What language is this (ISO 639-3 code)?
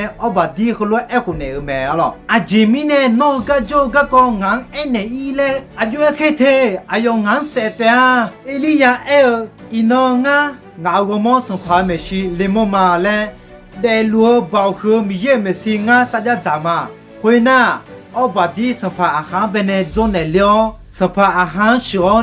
ahk